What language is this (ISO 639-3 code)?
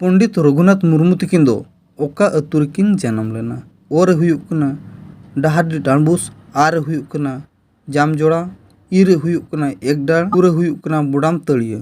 sat